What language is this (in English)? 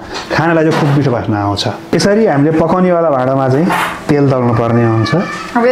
Nepali